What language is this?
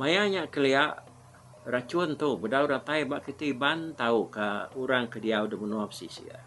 Iban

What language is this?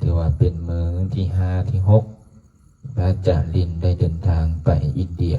Lao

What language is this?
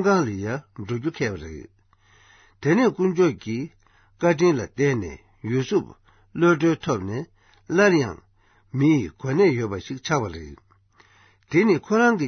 Tibetan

